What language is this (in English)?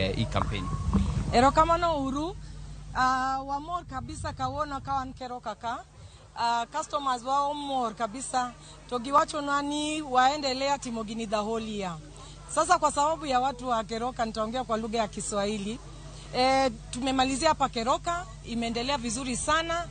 Luo (Kenya and Tanzania)